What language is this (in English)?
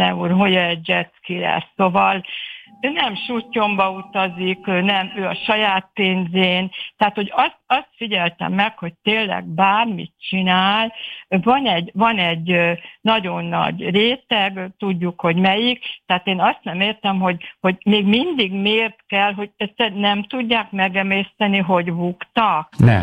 Hungarian